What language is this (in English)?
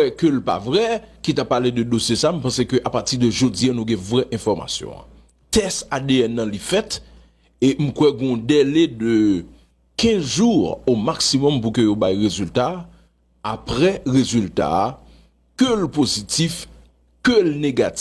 Haitian Creole